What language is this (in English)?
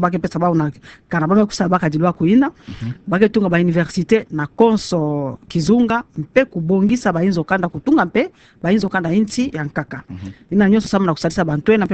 Kituba (Democratic Republic of Congo)